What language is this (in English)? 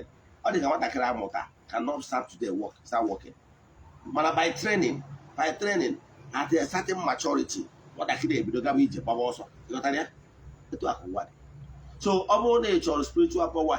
Igbo